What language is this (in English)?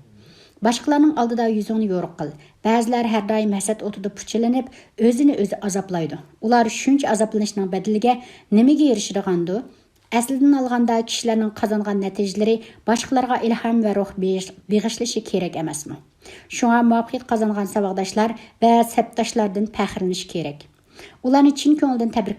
Uyghur